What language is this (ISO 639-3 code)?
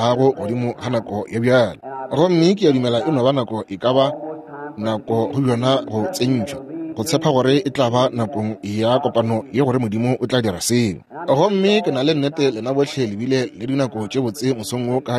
nso